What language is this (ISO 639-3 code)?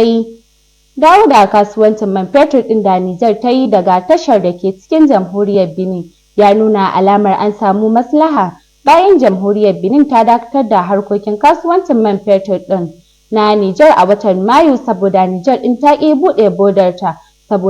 hau